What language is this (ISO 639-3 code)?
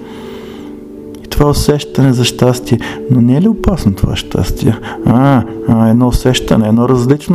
bul